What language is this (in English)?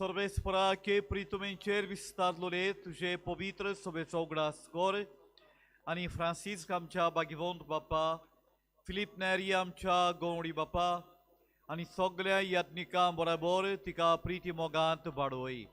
Konkani